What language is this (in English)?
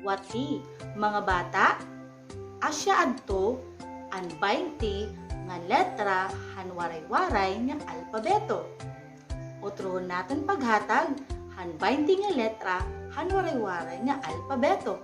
Waray